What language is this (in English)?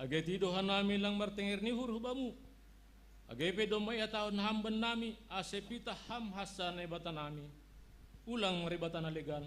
Batak Simalungun